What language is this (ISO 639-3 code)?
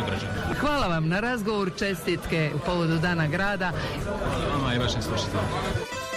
hrv